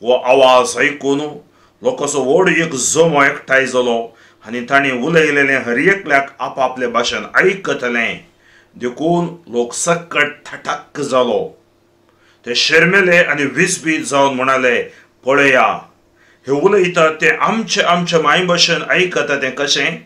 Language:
Konkani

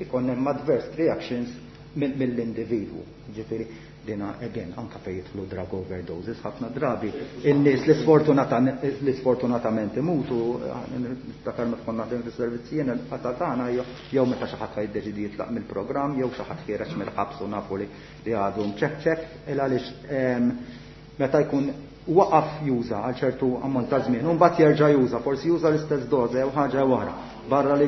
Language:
Maltese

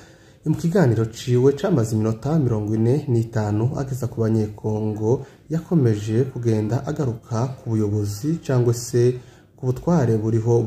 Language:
Kinyarwanda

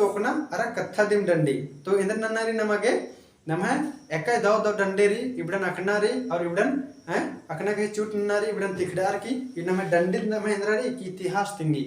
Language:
Kurukh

